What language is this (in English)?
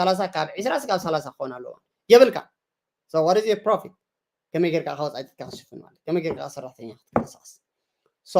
Tigrinya